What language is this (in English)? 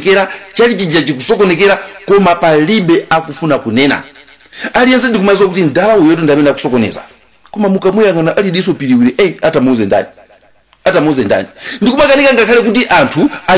Nyanja